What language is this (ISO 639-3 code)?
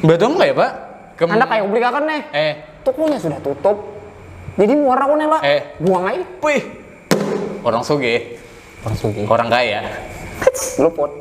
bjn